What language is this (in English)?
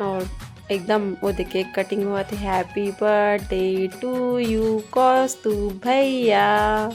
Chhattisgarhi